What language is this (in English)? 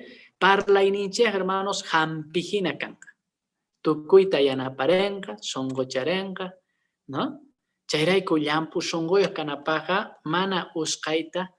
Quechua